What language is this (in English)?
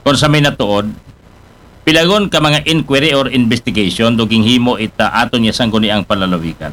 Aklanon